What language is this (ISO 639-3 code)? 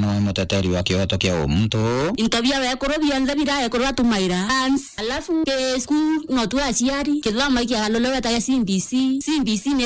mer